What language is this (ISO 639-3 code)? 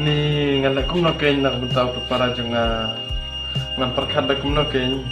kha